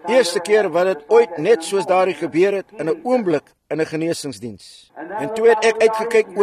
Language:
Afrikaans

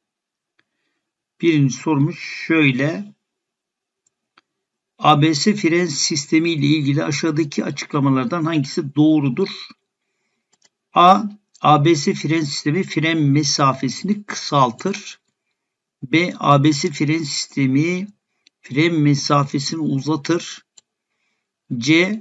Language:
Turkish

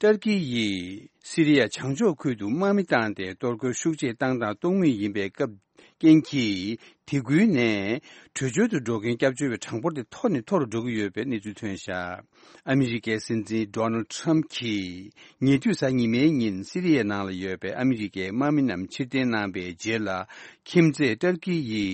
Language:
Tibetan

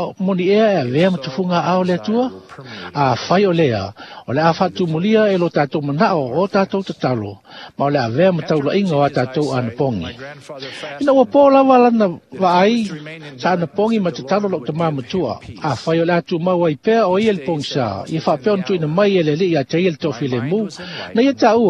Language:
Samoan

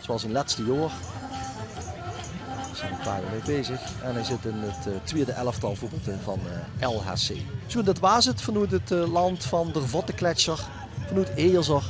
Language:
Limburgish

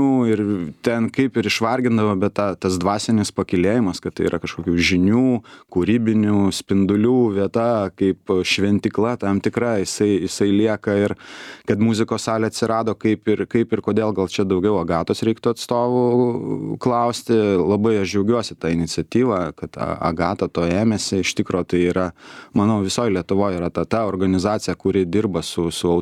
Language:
Lithuanian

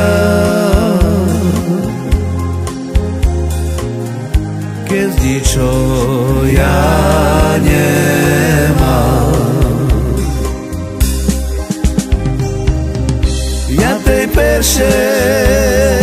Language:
Slovak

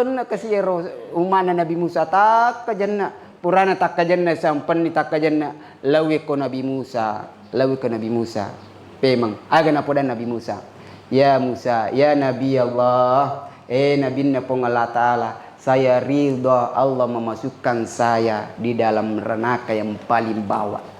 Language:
Buginese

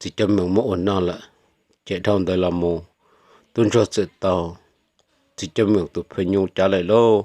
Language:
Hmong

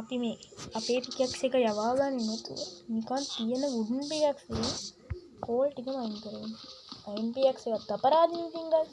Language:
Sinhala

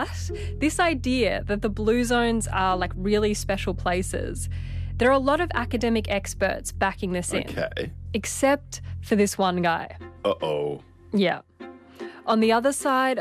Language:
English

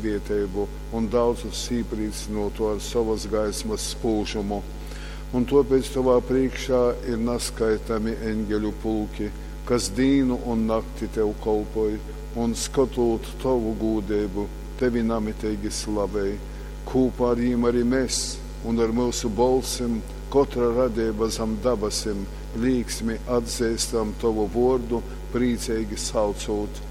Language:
Latgalian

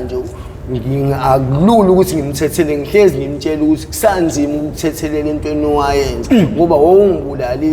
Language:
Zulu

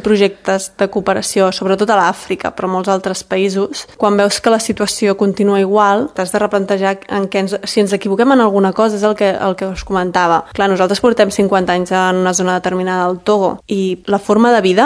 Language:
Catalan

